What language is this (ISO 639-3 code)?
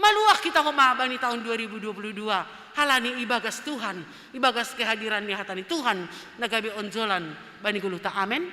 bts